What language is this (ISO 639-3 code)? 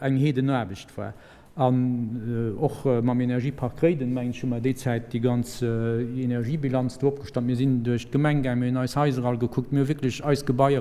ltz